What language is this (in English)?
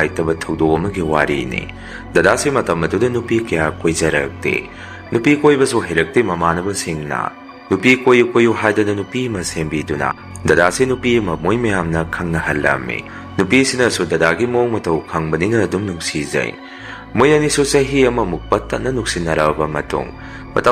Manipuri